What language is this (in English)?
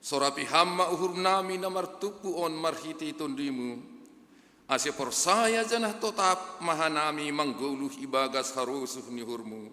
Batak Simalungun